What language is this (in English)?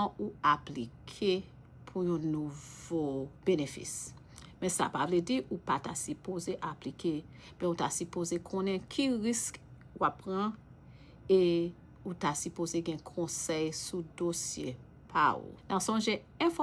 Haitian Creole